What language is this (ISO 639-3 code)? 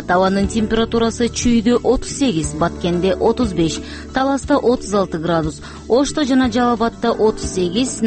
kir